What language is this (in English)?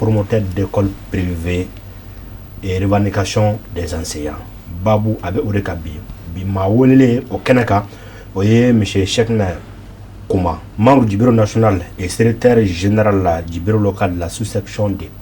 Bambara